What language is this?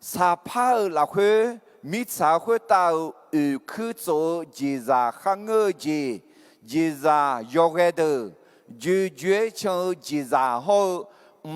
Akha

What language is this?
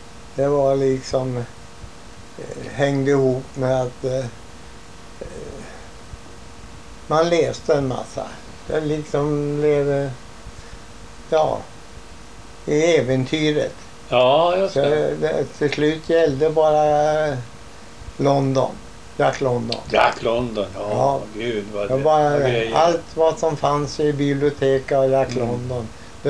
Swedish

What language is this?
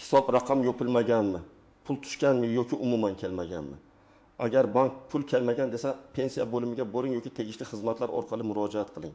Uzbek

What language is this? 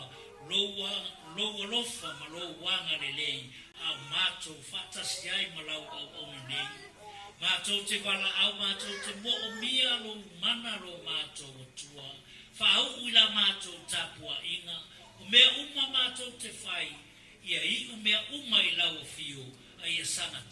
Samoan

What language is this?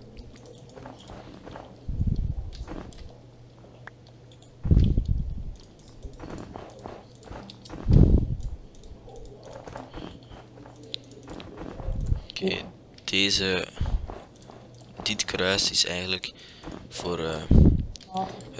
Dutch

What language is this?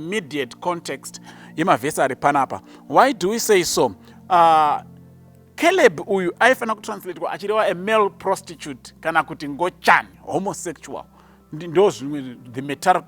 Shona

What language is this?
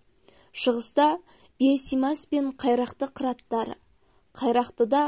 Kazakh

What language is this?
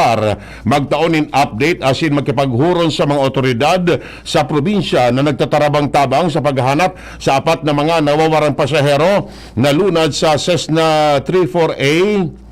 Bikol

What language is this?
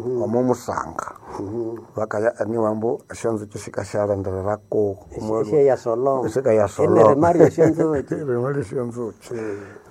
Nande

